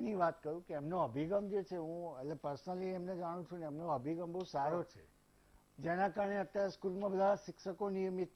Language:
Gujarati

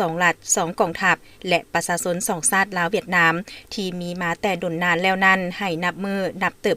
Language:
Lao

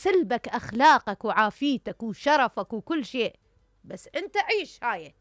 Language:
Mesopotamian Arabic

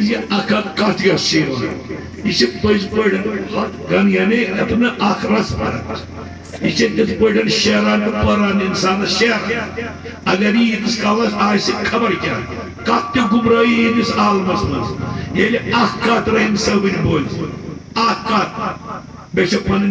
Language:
Kashmiri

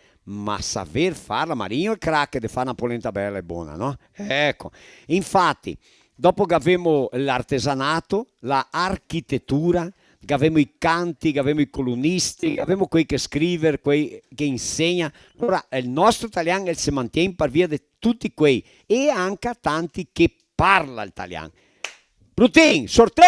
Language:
Venetian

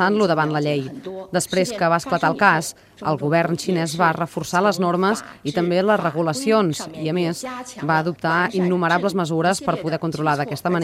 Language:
Catalan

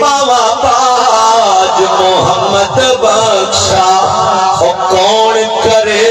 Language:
Saraiki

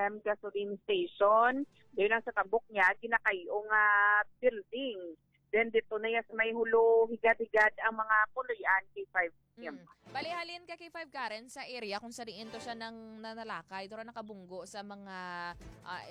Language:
Hiligaynon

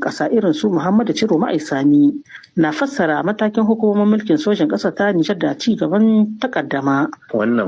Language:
Hausa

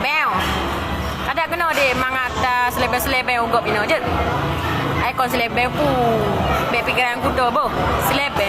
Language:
Achinese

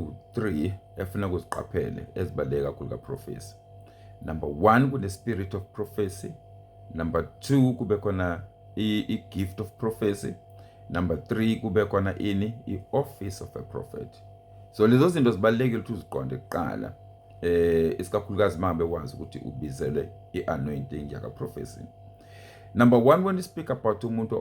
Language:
Zulu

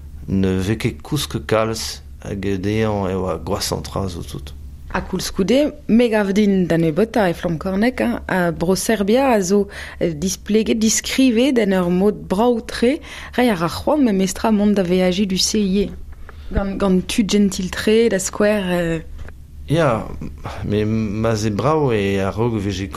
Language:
Breton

